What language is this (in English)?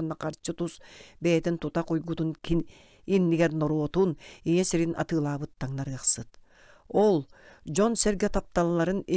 Yakut